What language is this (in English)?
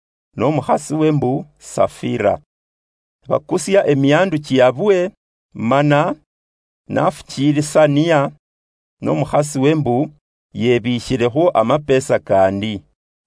Luyia